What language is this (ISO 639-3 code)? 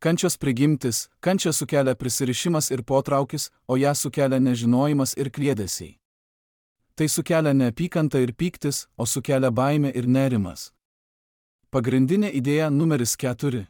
lit